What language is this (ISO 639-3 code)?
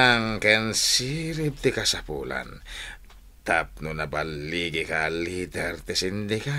ilo